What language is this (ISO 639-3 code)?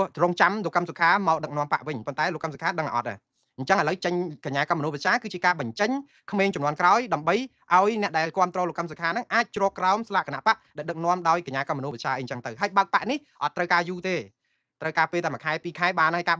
khm